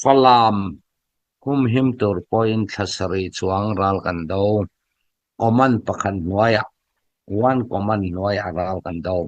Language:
Hakha Chin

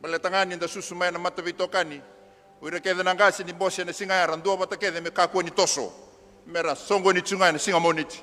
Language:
Fijian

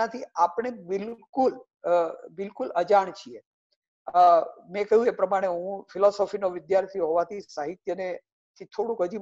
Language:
Gujarati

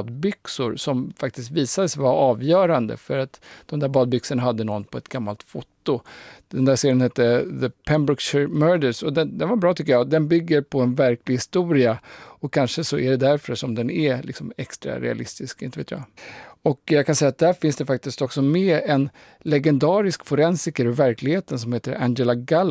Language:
Swedish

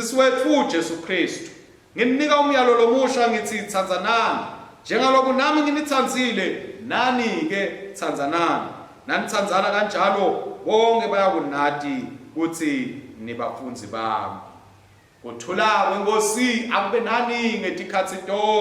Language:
Swati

